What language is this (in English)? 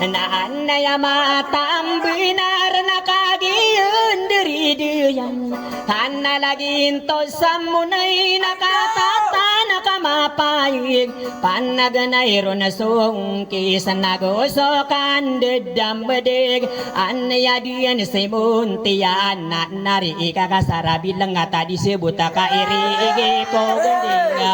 Maranao